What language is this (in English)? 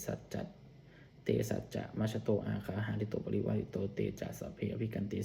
Pali